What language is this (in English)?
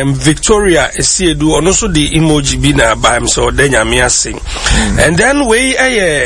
Akan